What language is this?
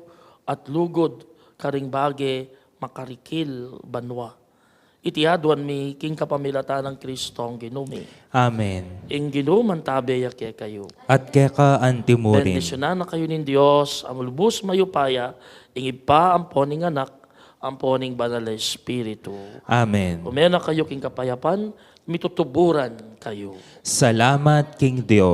Pampanga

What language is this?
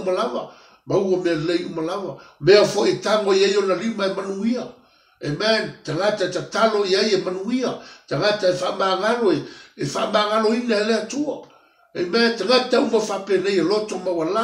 Samoan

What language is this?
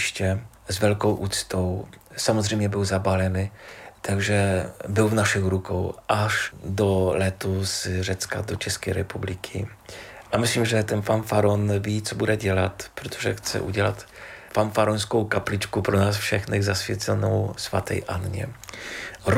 Czech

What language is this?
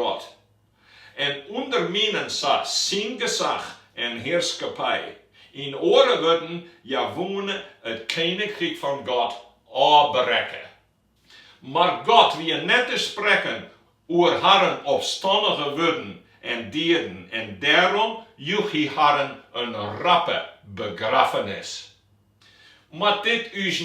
Western Frisian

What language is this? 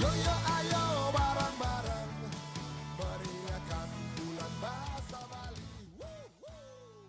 Balinese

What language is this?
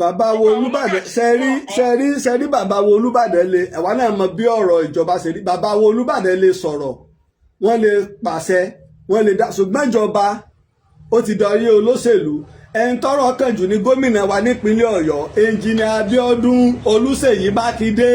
Yoruba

